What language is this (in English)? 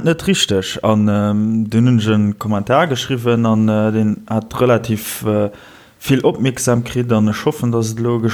Luxembourgish